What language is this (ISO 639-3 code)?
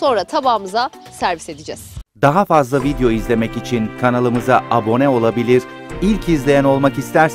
tur